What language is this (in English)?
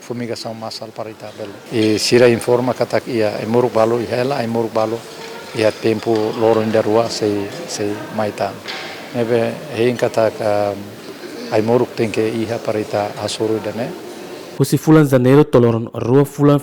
Tetum